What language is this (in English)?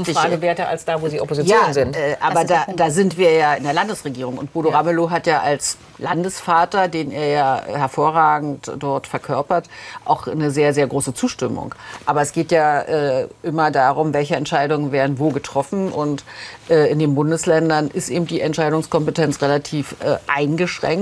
German